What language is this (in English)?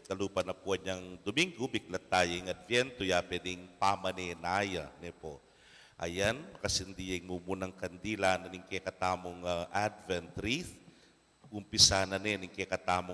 Pampanga